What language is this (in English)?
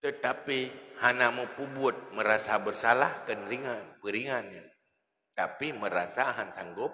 Achinese